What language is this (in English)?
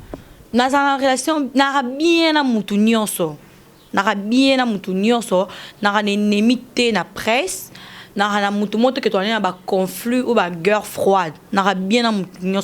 Lingala